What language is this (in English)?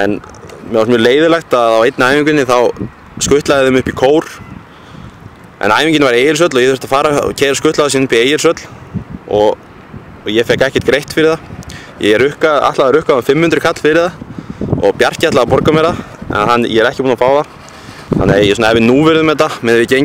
Icelandic